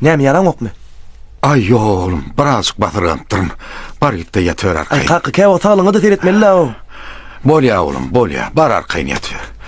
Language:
Turkmen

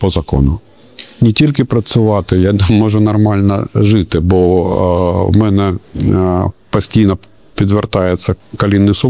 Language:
Ukrainian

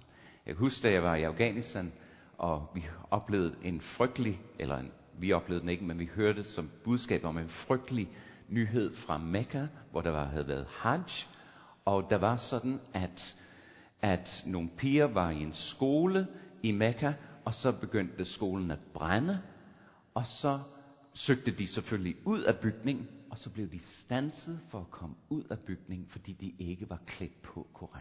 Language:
Danish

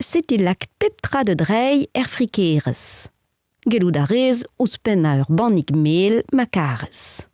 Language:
Breton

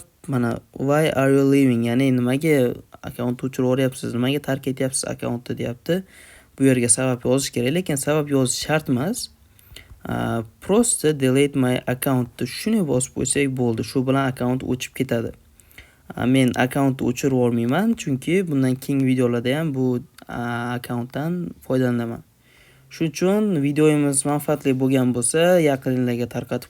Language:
Uzbek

